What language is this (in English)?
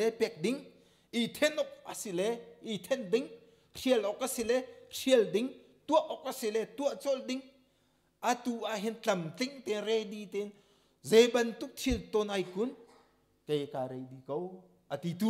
Hakha Chin